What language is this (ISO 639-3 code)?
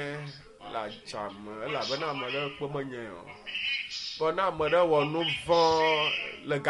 ewe